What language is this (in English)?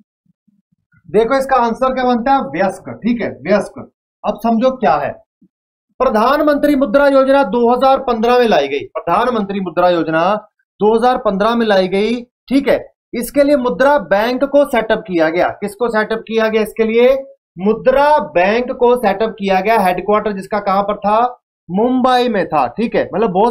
Hindi